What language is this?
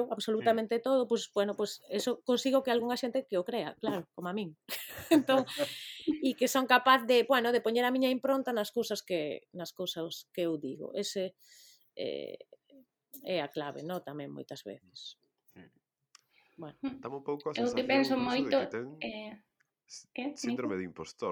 Galician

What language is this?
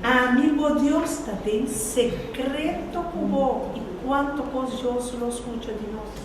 Papiamento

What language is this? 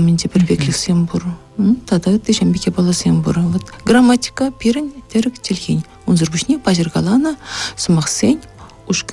Chuvash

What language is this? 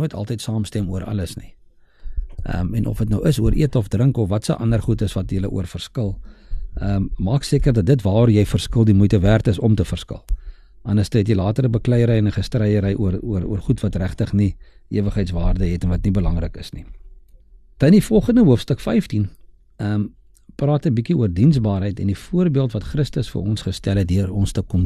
Afrikaans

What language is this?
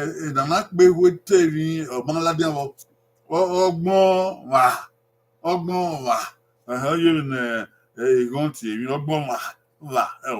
Bini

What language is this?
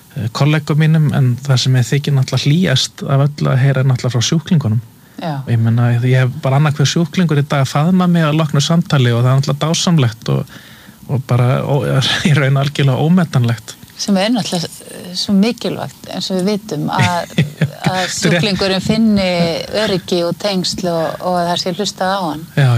Icelandic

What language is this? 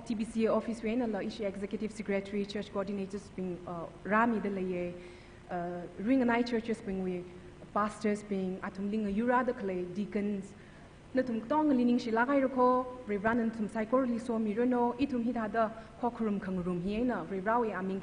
Tangkhul Naga (India)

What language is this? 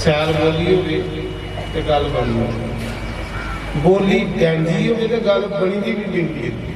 Dogri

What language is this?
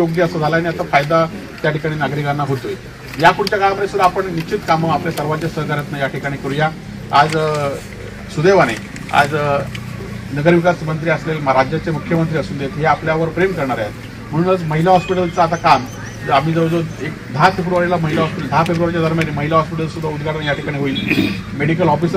Marathi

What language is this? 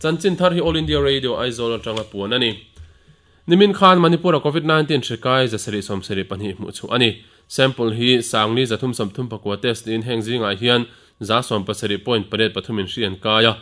Mizo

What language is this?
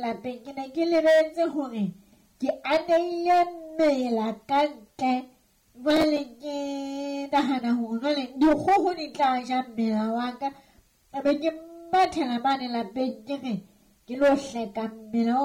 Southern Sotho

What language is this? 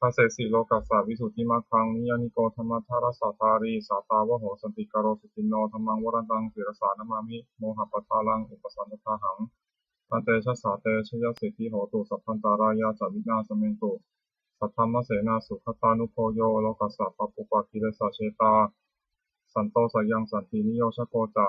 Pali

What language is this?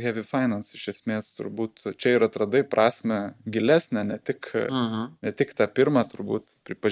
Lithuanian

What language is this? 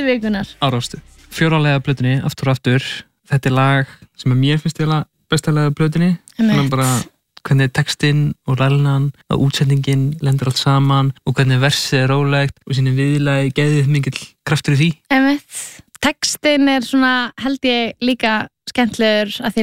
Icelandic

